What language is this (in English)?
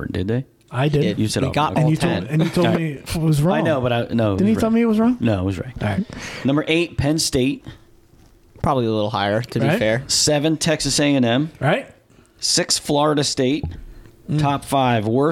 English